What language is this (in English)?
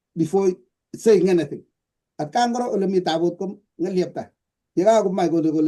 Kalenjin